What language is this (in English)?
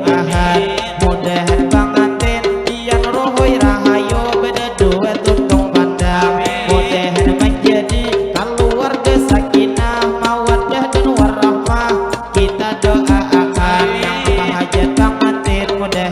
Banjar